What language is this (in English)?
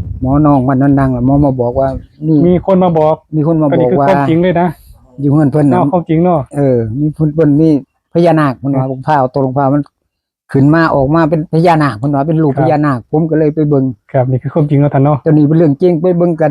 Northeastern Thai